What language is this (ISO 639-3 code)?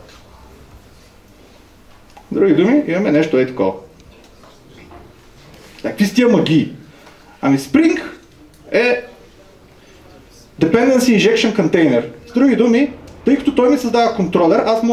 bul